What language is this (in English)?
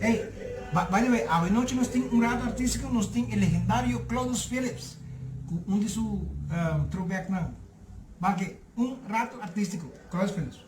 Papiamento